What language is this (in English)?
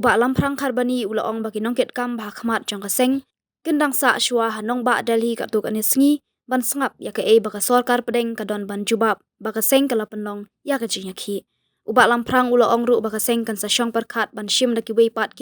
Khasi